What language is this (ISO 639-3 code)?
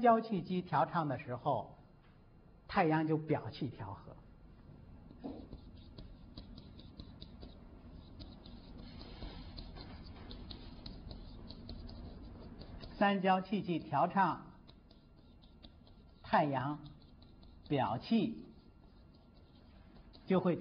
zho